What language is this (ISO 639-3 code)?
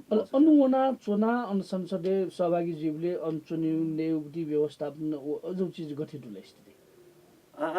new